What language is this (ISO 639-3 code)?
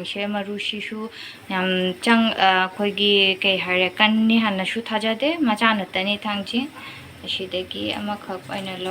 mni